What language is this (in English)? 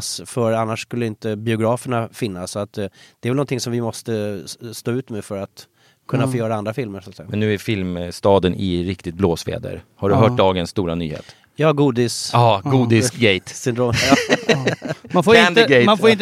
Swedish